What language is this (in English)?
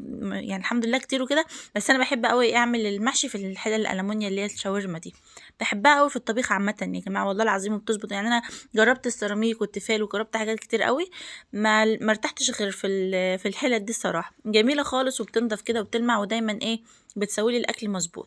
Egyptian Arabic